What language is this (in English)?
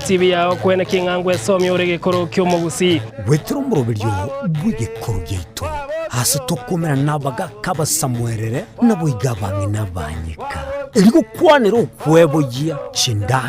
Gusii